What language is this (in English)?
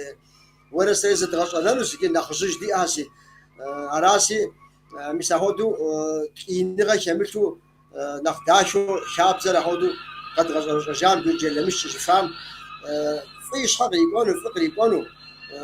Kabardian